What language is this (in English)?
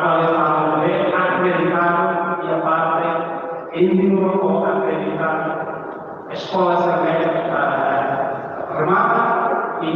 Tetum